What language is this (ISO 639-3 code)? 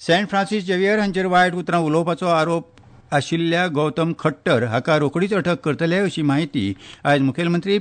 kok